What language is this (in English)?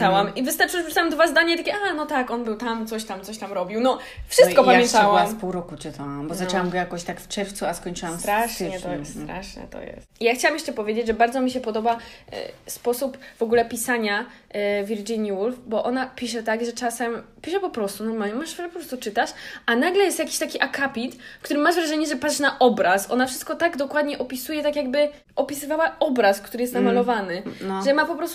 Polish